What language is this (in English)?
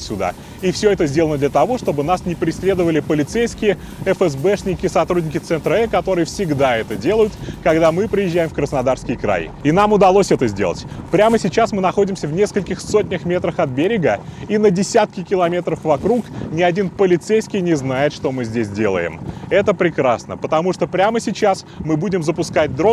Russian